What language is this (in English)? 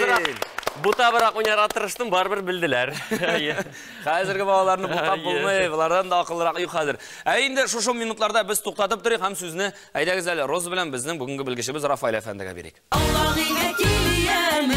Tatar